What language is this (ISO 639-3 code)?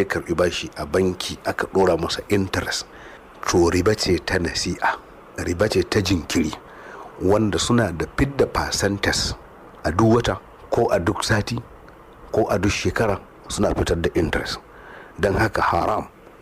hau